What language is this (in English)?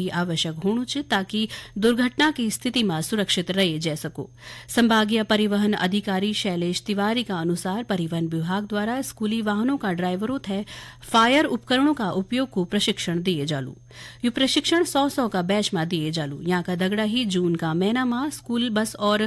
Garhwali